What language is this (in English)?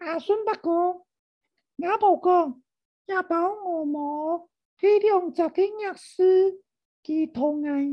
Hakka Chinese